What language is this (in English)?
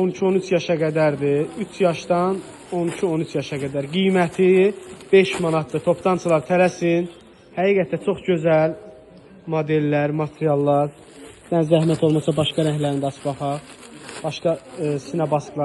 Azerbaijani